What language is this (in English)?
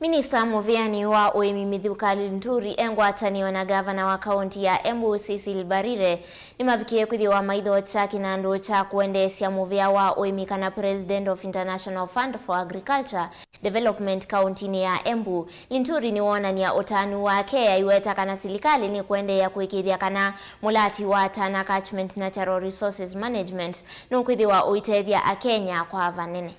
Kamba